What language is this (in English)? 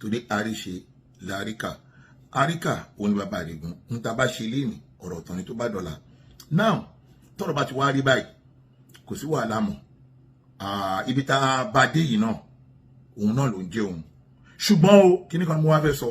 Yoruba